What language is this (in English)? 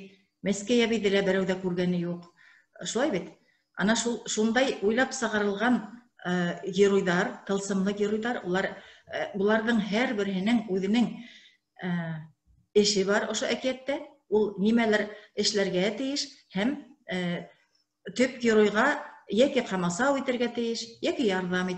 Bashkir